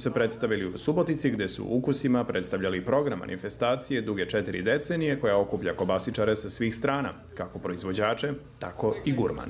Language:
Serbian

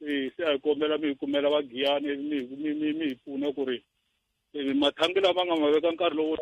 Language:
Tsonga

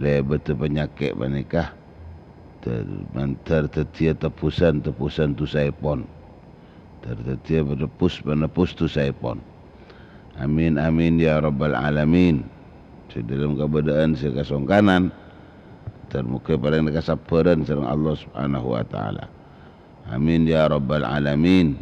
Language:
Madurese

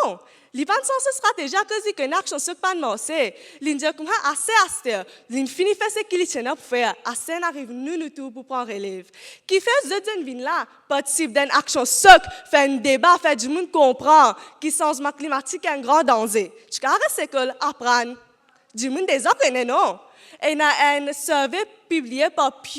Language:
Morisyen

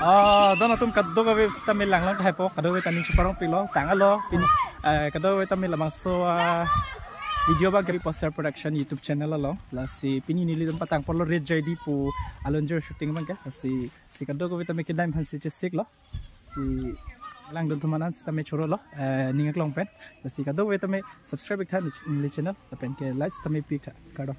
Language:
Karbi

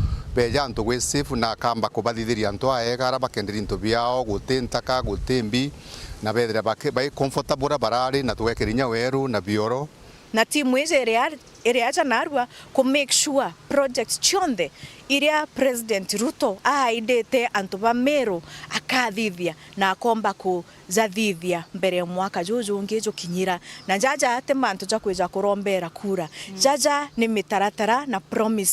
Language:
Meru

